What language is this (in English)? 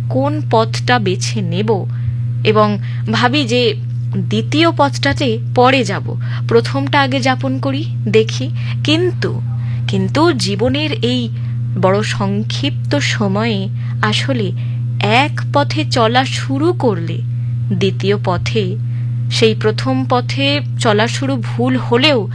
Bangla